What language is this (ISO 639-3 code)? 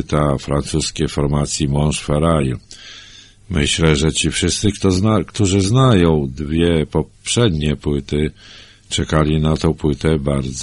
pol